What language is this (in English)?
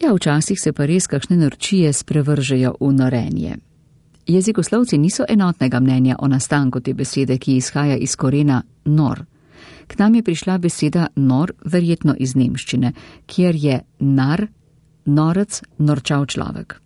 Slovenian